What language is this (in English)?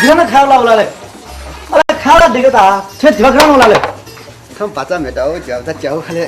Newari